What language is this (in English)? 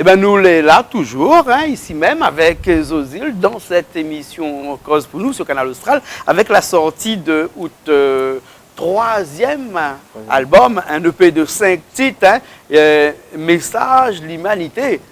Réunion Creole French